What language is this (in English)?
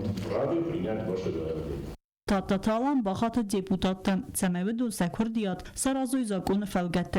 Ossetic